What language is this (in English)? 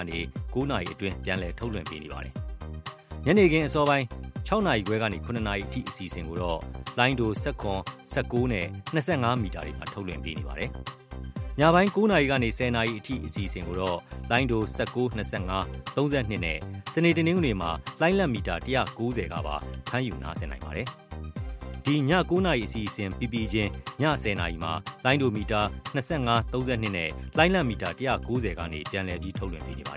Burmese